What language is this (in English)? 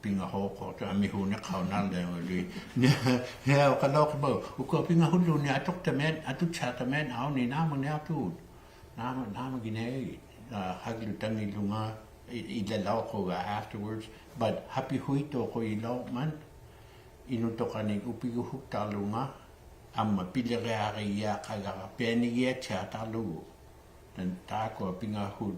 Inuktitut